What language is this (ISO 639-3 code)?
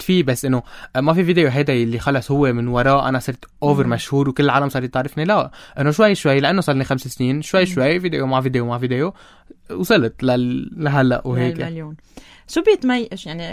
apc